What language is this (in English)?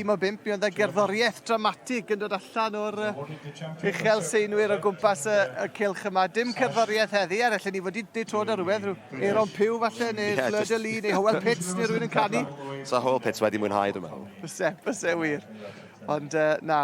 Welsh